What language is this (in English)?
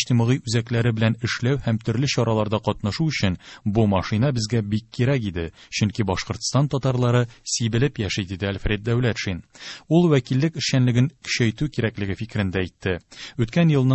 Tatar